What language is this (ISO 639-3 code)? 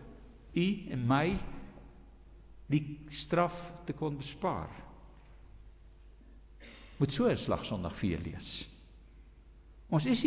afr